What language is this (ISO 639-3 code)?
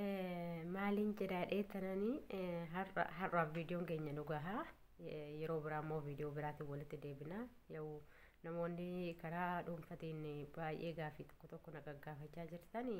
orm